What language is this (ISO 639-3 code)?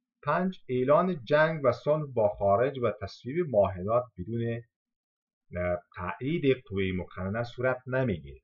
fas